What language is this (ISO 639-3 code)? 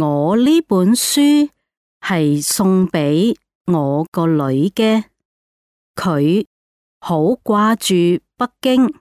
yue